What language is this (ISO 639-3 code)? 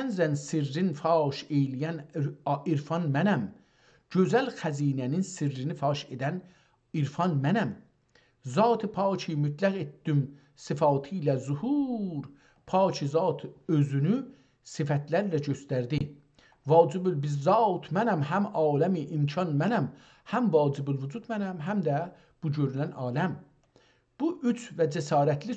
azb